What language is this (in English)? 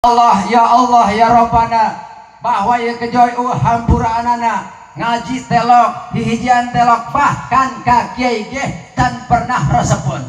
Sundanese